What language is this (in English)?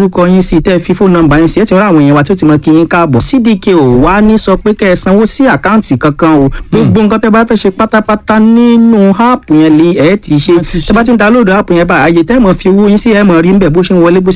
Yoruba